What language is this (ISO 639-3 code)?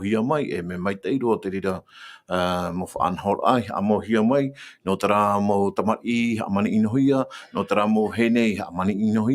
tah